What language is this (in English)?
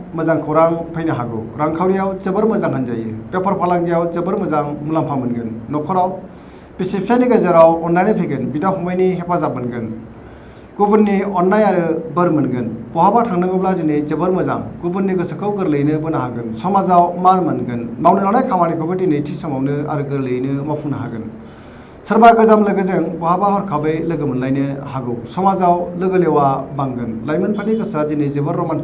Bodo